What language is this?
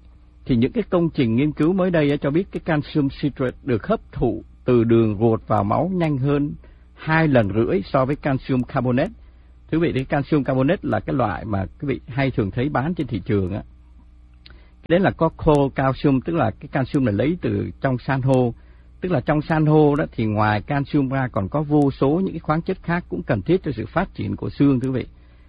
Vietnamese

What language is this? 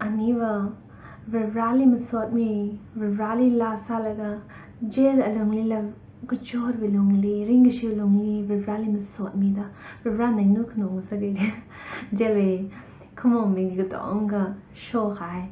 Tangkhul Naga (India)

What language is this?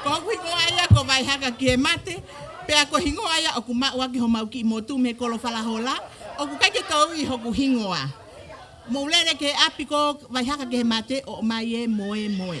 Tongan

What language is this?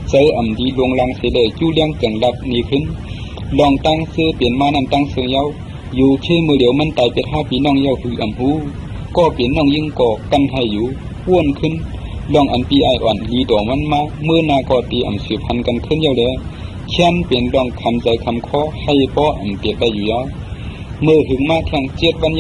Shan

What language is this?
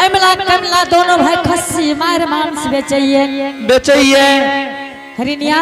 Angika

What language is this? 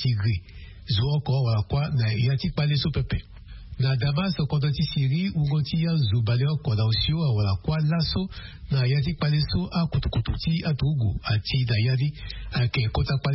Sango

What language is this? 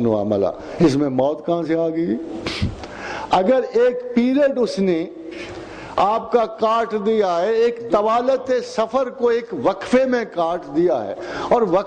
Urdu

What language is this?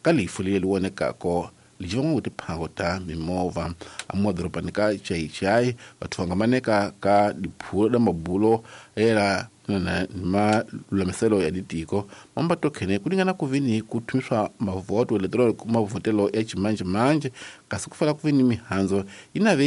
Tsonga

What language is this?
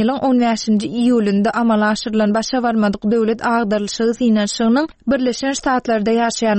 Turkmen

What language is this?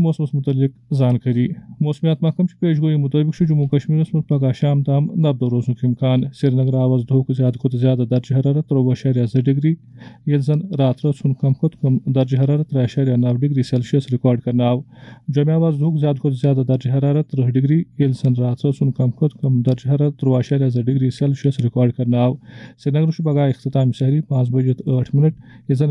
Kashmiri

